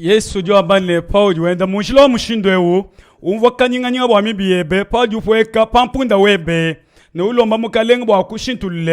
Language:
Luba-Lulua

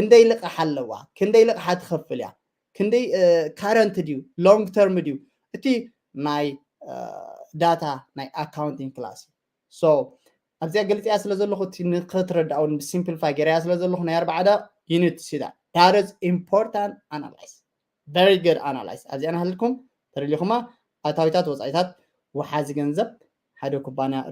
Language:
Tigrinya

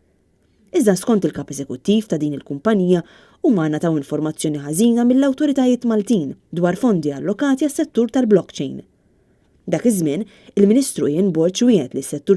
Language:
Maltese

